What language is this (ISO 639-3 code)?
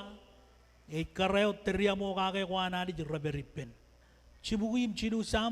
mah